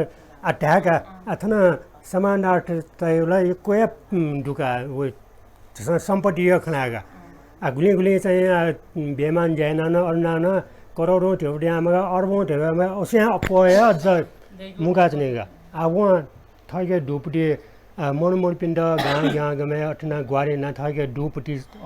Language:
Newari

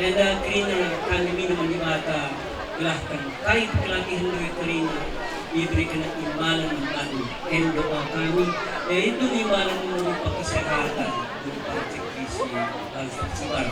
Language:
Batak Karo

